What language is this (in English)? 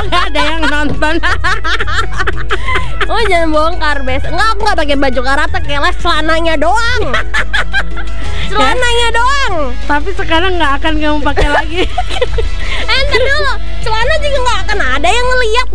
Indonesian